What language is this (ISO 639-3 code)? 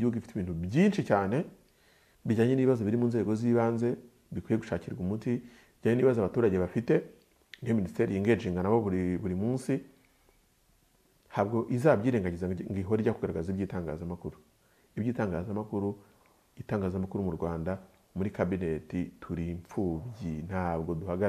kin